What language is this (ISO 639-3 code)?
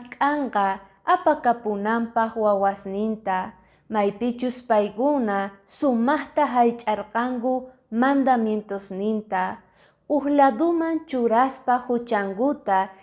que